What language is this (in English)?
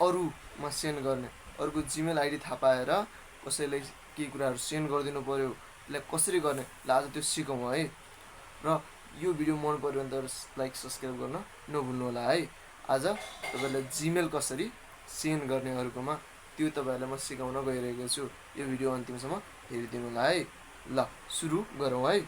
Nepali